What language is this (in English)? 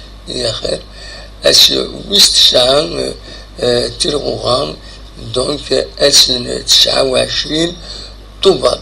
Kabyle